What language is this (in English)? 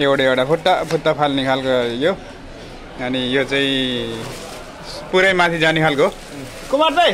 Nepali